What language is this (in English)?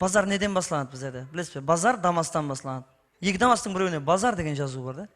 Kara-Kalpak